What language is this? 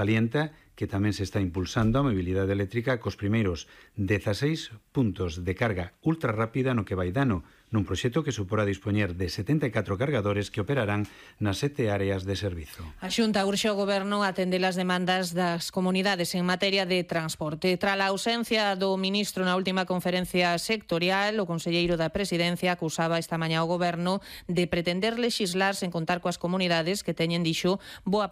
Galician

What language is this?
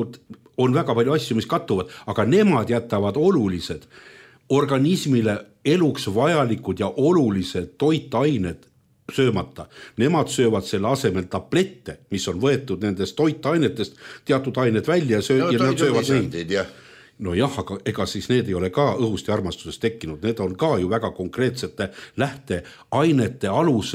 Estonian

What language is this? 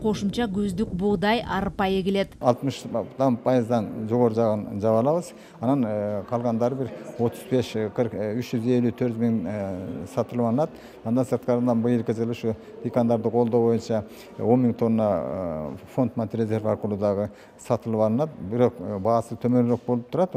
Kyrgyz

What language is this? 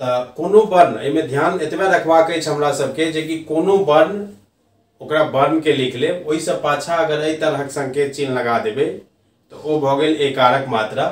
Maithili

